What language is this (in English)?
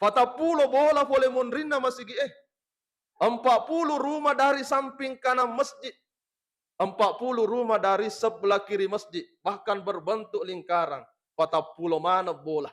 Buginese